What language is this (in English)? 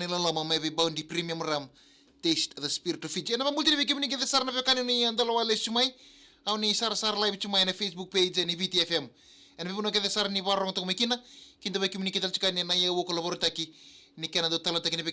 Fijian